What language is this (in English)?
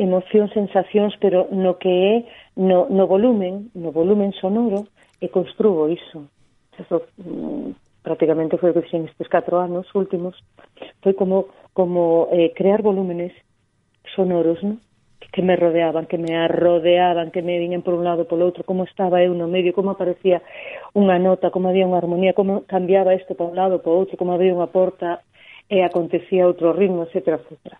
Galician